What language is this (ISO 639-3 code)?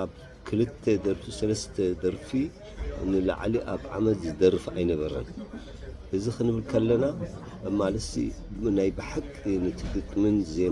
tir